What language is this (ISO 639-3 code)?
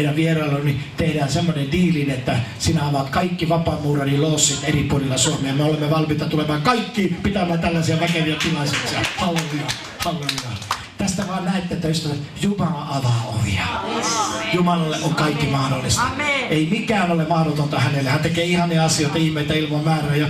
fin